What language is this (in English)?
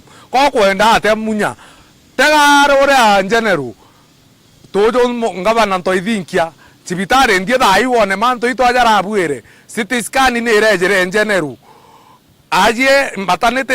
Meru